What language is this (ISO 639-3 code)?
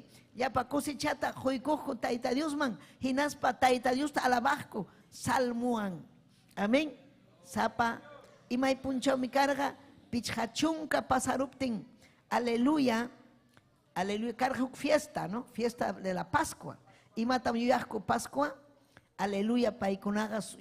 quy